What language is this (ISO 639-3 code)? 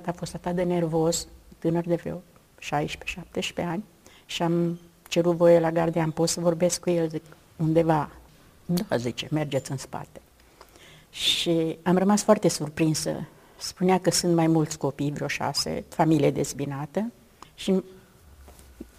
ron